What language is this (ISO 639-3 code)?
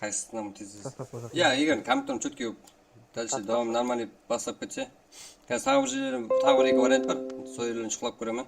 kaa